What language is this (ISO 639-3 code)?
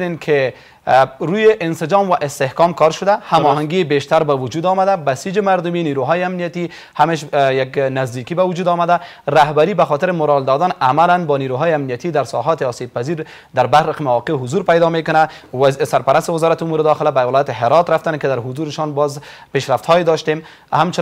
fas